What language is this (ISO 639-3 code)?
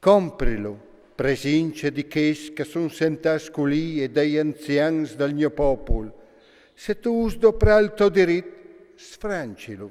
fur